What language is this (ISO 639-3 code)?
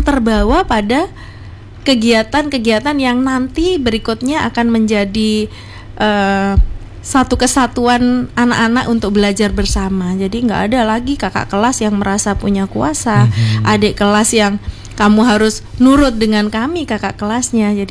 ind